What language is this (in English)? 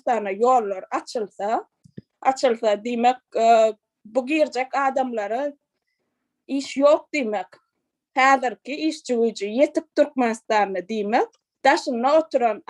Turkmen